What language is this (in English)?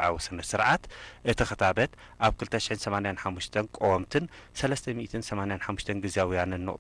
Tigrinya